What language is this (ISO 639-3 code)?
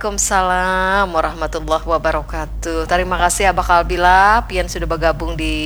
bjn